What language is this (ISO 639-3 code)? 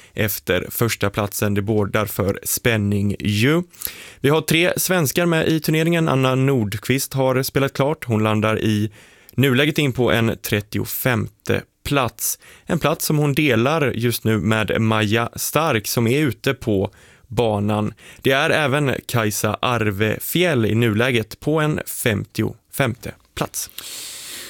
swe